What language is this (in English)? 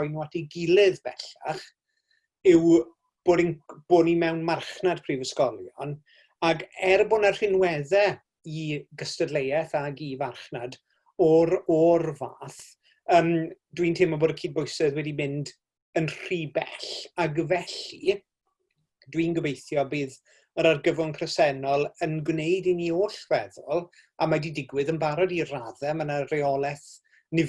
Welsh